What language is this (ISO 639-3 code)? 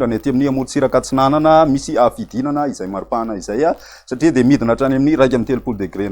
mlg